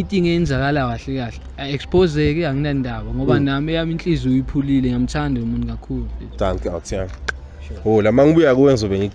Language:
Zulu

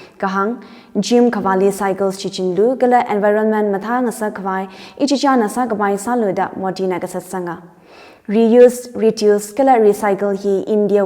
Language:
Tangkhul Naga (India)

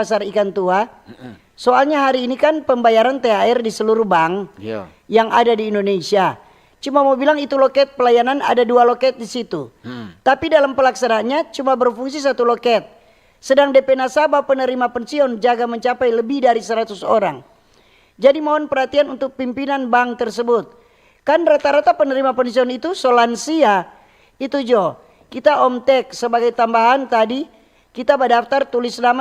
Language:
Manado Malay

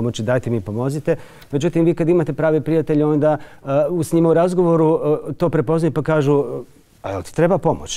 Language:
Bosnian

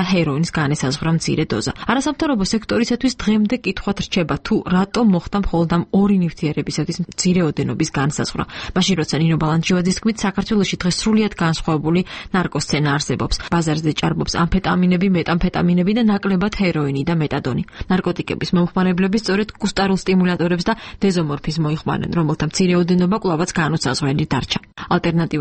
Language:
Georgian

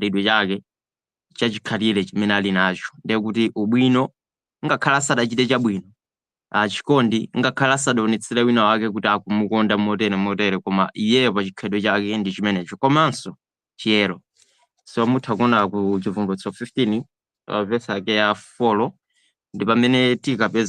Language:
Nyanja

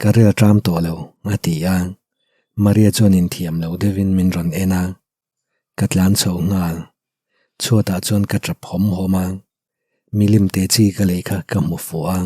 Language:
Mizo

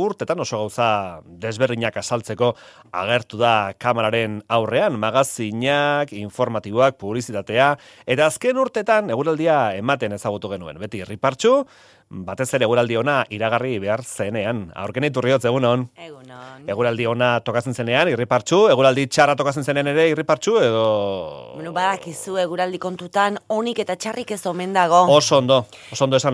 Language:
Basque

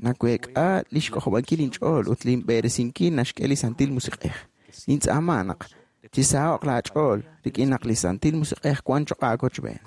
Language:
Kekchí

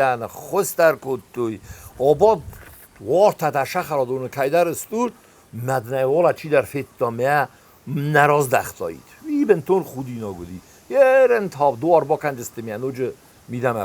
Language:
Ossetic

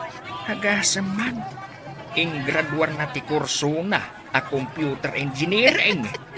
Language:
Iloko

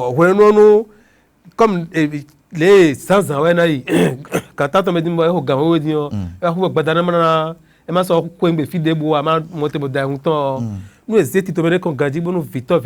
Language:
Fon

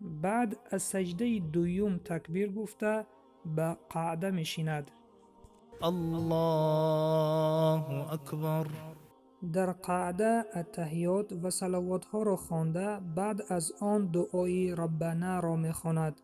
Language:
Tajik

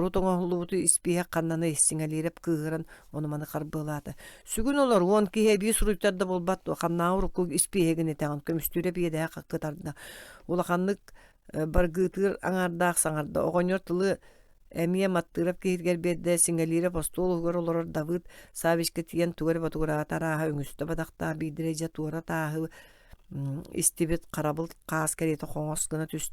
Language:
Yakut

